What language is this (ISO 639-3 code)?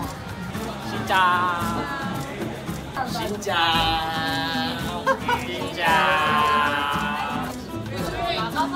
kor